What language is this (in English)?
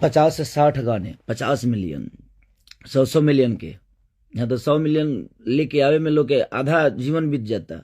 Bhojpuri